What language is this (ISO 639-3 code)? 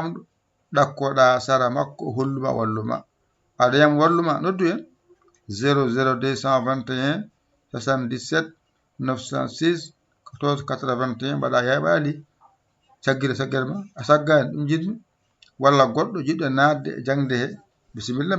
ful